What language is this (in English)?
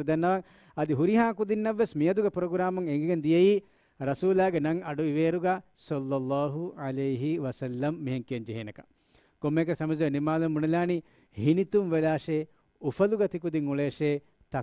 Divehi